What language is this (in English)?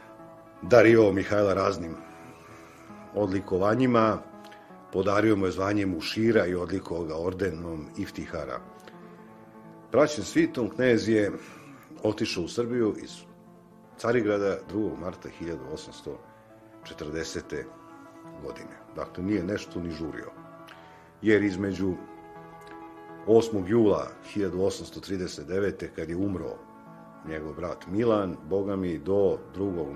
Serbian